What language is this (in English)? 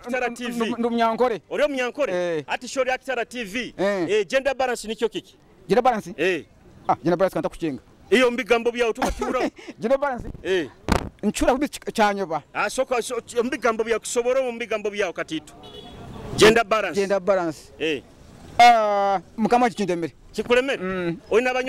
Nyoro